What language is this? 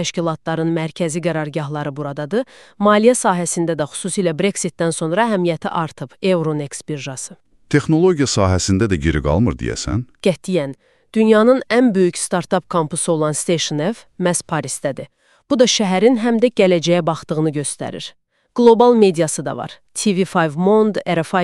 Azerbaijani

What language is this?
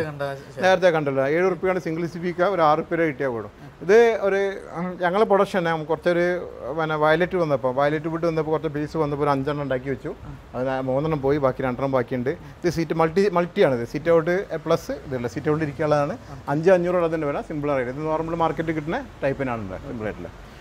Malayalam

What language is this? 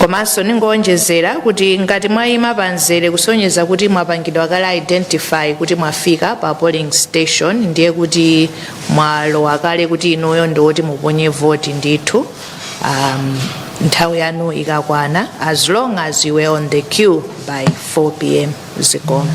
Nyanja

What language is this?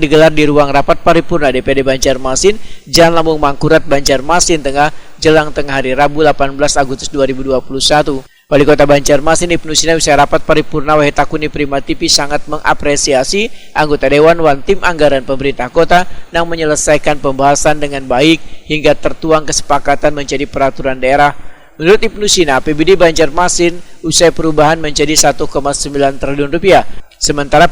Banjar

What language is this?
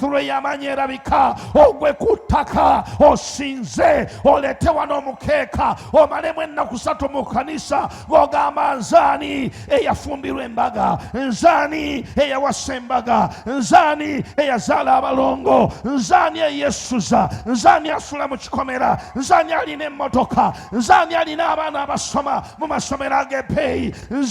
Ganda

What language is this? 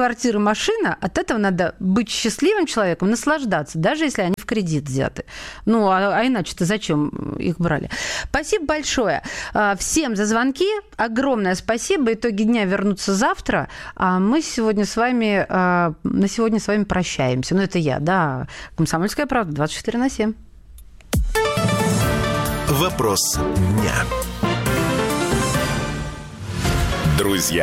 Russian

